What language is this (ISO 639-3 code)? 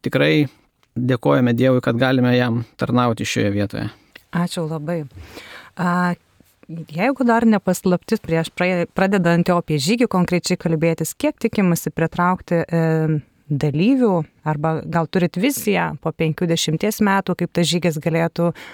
lit